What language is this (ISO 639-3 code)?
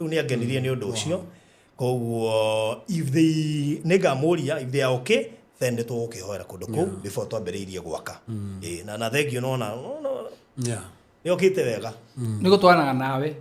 kik